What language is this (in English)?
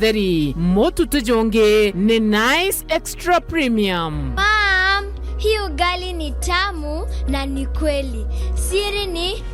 Meru